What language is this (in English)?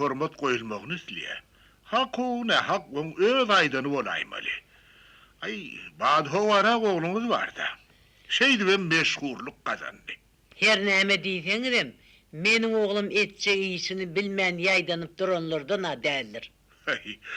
Turkmen